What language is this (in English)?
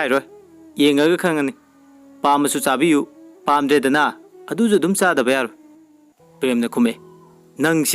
Manipuri